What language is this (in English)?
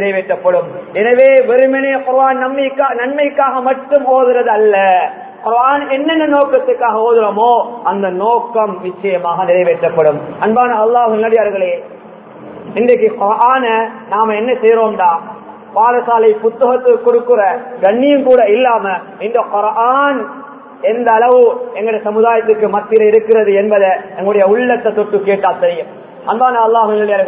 Tamil